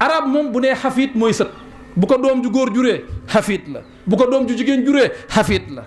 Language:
Wolof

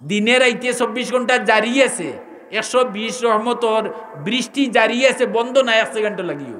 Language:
Sylheti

